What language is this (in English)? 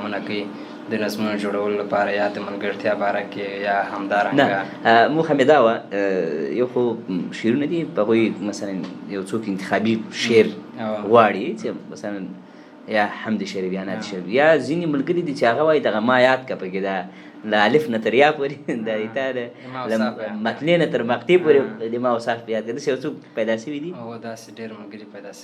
Pashto